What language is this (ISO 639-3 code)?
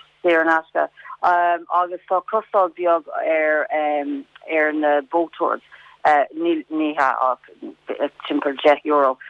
gle